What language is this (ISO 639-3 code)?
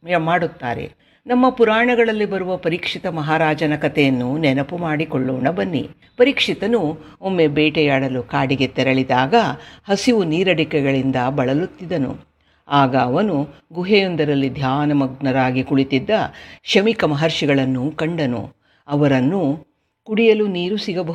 kan